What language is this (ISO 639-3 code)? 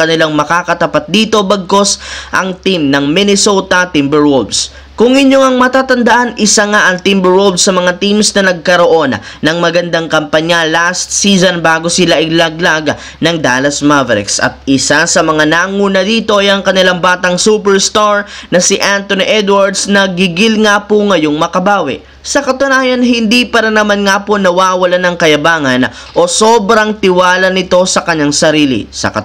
fil